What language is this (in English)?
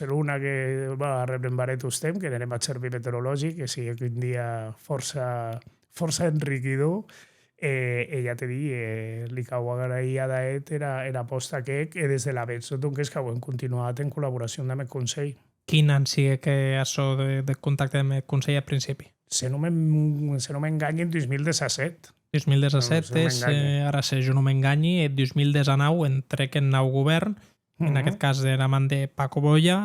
Occitan